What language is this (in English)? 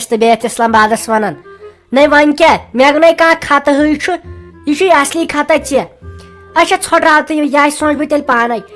Kashmiri